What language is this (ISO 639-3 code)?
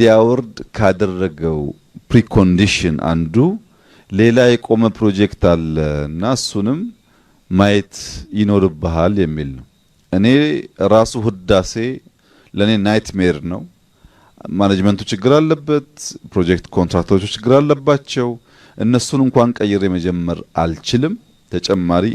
amh